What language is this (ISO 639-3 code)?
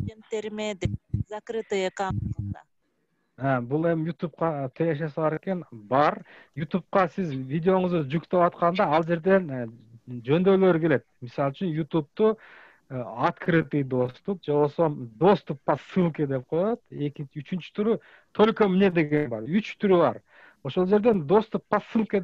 kir